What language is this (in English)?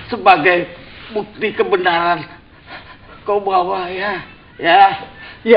Betawi